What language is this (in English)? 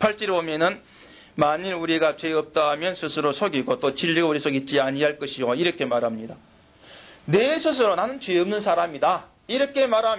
Korean